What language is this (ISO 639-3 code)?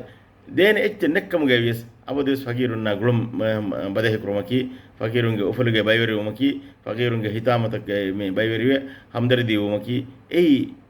div